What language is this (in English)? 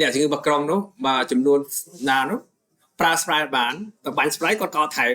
Khmer